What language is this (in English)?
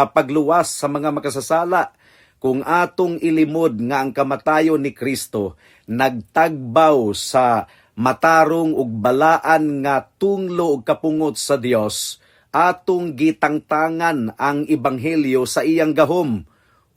Cebuano